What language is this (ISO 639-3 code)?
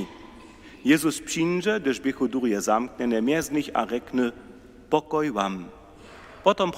hsb